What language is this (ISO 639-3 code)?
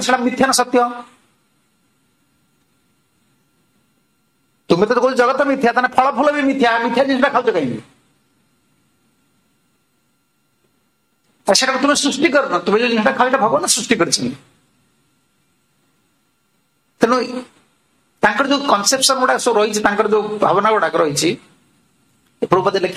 ori